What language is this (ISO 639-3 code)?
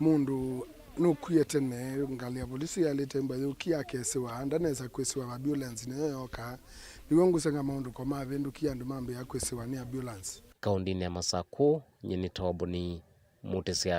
kam